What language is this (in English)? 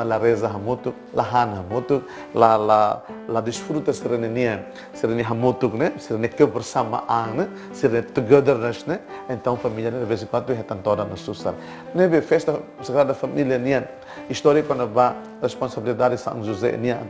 Tetum